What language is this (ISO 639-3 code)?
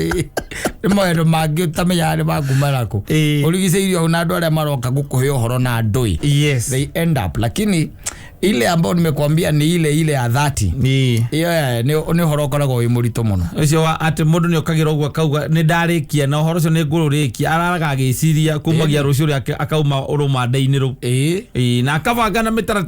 kik